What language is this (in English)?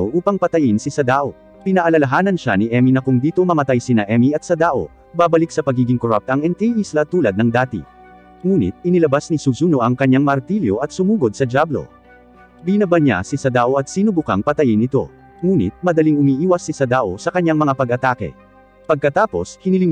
Filipino